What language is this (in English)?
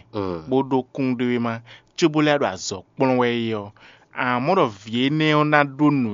Fon